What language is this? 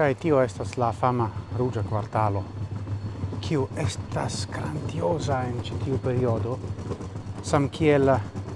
Esperanto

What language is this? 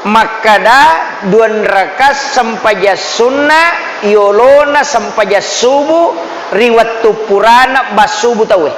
Buginese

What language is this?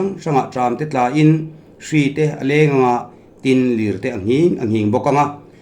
Mizo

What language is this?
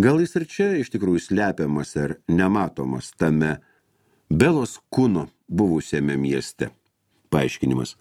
Lithuanian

